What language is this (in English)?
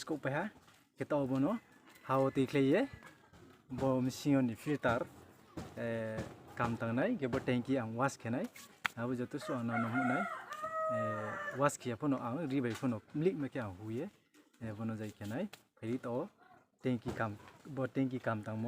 Riang (India)